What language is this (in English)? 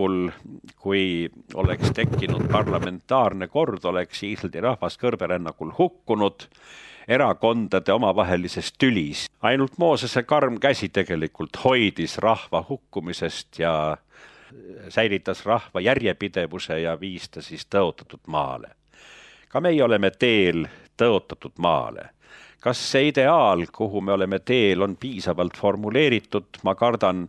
Estonian